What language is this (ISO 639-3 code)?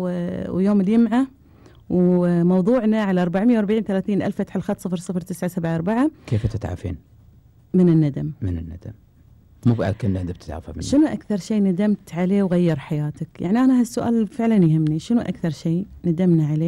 afb